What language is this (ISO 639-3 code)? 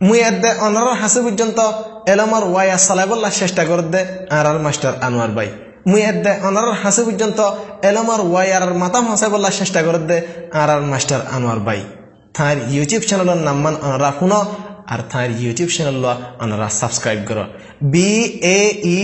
rhg